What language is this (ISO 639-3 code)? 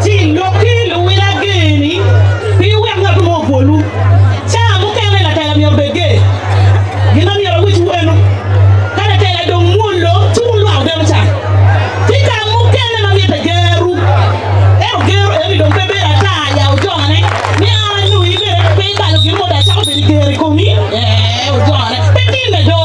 ach